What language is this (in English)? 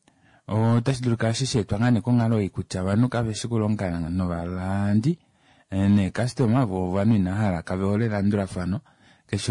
Kuanyama